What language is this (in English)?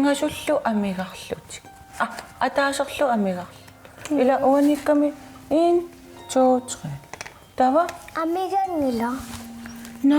Kalaallisut